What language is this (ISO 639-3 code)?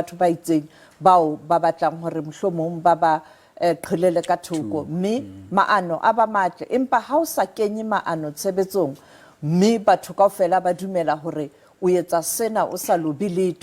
sot